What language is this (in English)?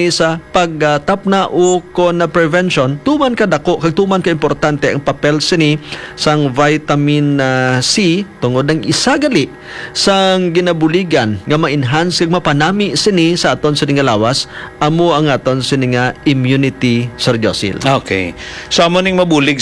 Hiligaynon